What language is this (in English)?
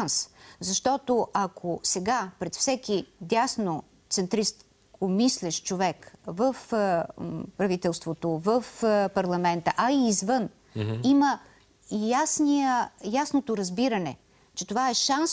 Bulgarian